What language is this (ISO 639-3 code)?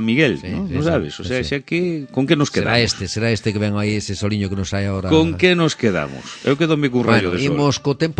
glg